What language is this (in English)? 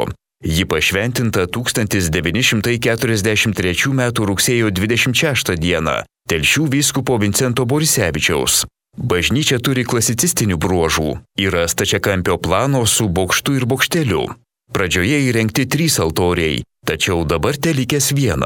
Lithuanian